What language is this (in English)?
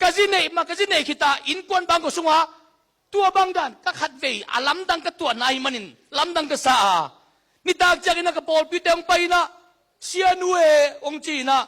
Tedim Chin